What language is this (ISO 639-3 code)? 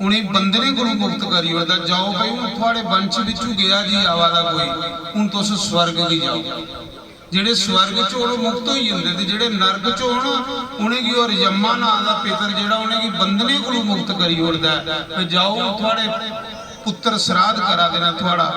doi